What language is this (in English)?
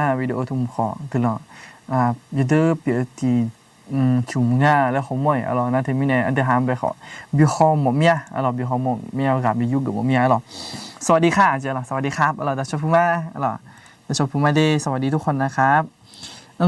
Akha